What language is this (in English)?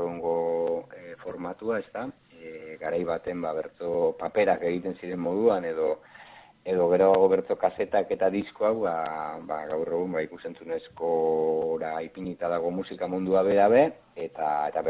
Basque